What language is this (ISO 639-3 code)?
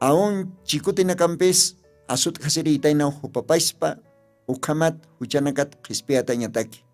aym